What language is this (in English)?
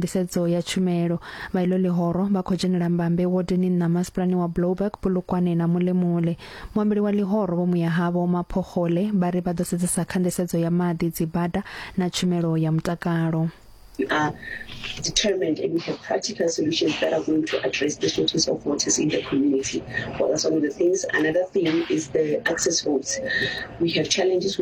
Venda